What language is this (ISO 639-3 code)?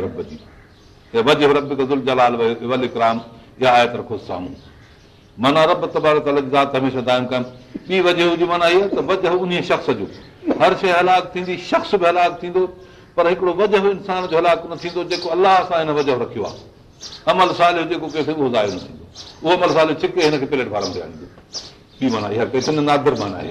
snd